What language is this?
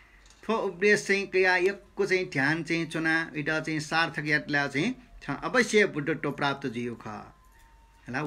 Newari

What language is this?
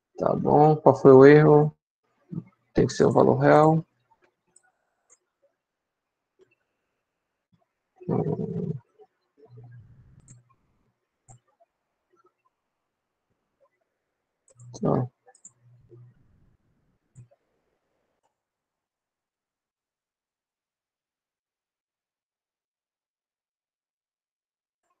Portuguese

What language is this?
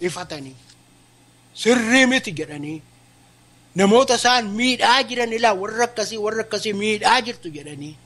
Oromo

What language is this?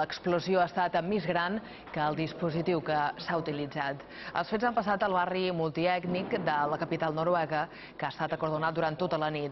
Catalan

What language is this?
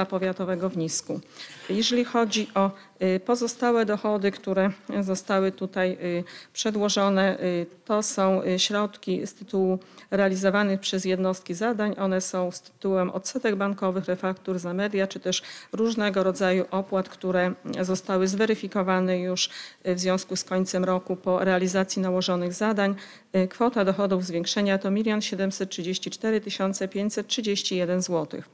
Polish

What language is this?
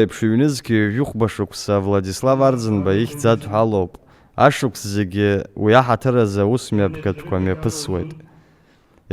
Abkhazian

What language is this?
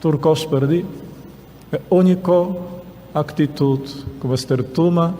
Papiamento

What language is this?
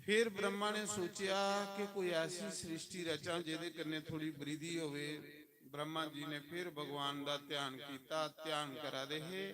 Dogri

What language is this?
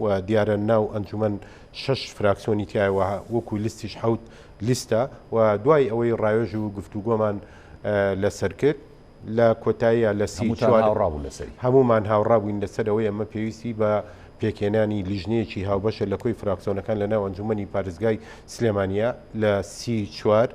Central Kurdish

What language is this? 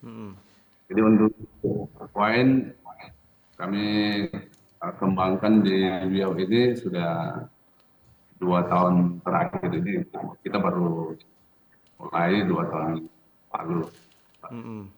Manado Malay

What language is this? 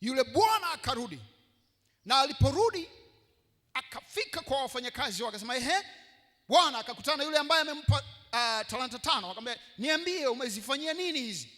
Swahili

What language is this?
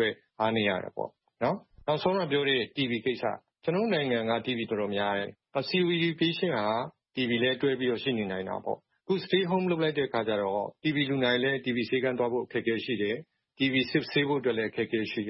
Burmese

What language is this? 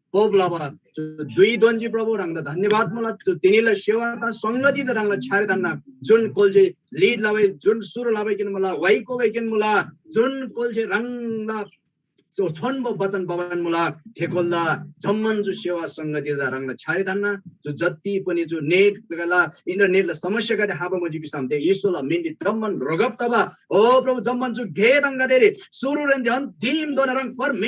Eastern Tamang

